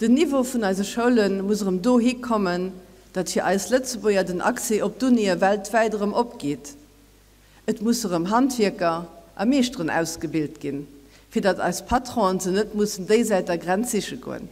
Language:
Luxembourgish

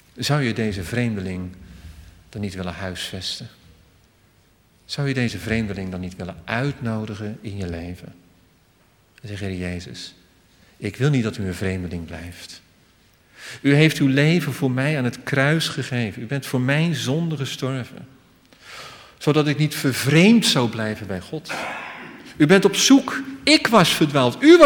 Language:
Dutch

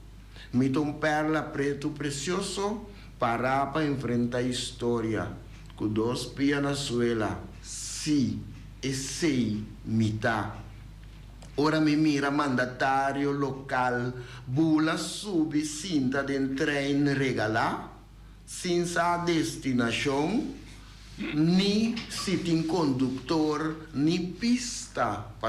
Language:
Papiamento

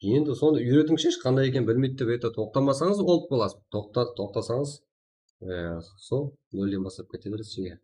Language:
Kara-Kalpak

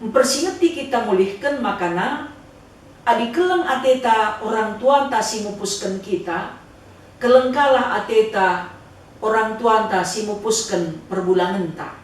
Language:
Batak Karo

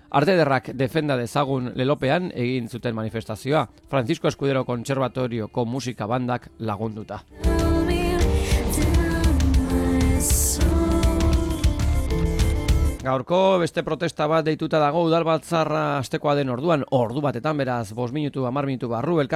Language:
Basque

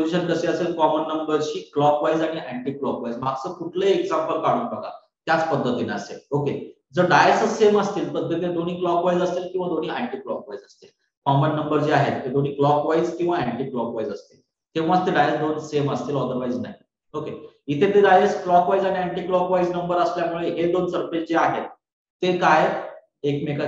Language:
Marathi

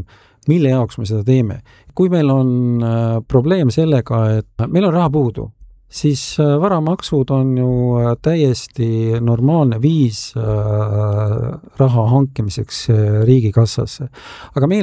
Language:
Estonian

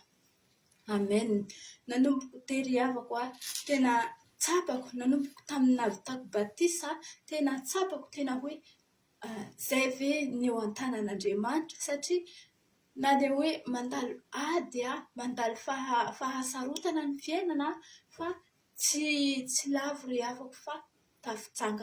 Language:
Malagasy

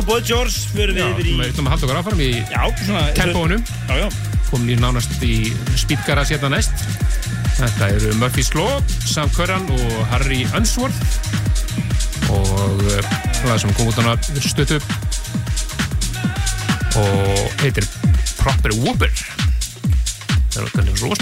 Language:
Icelandic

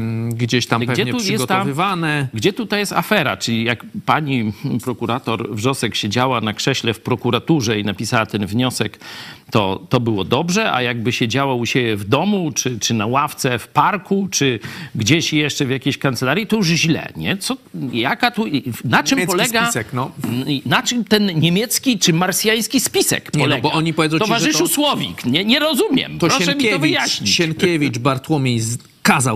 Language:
Polish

